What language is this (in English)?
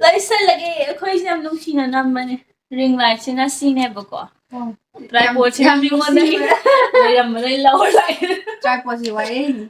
Manipuri